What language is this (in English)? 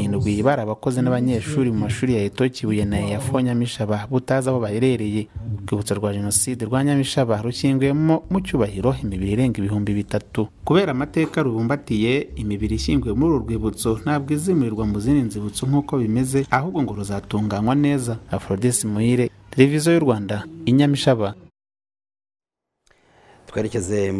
Kinyarwanda